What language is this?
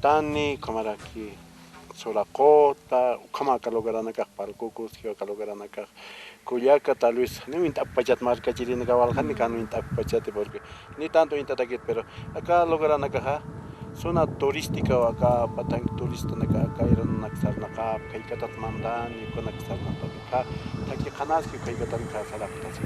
Aymara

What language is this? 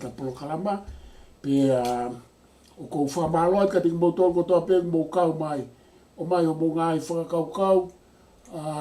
Tongan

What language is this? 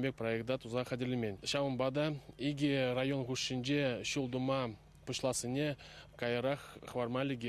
Chuvash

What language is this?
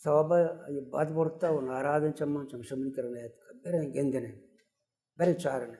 Baluchi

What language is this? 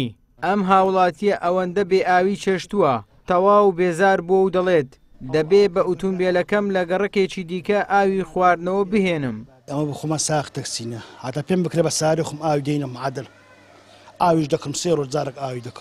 Central Kurdish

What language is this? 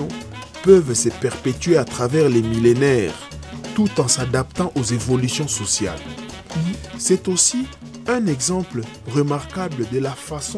French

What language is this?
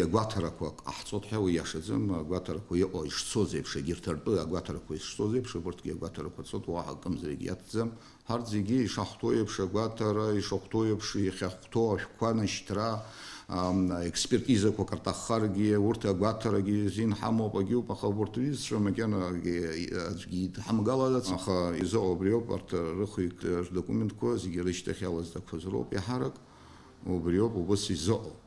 Abkhazian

